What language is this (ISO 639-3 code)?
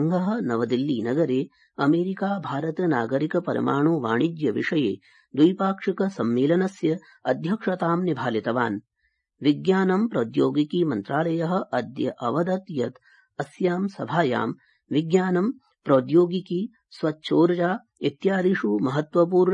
san